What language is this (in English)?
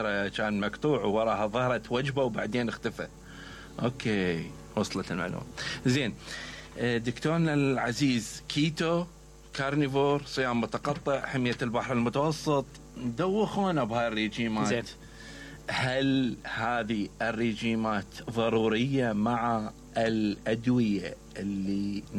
Mesopotamian Arabic